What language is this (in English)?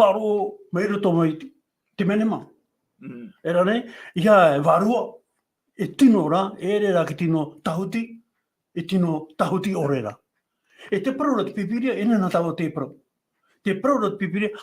Tahitian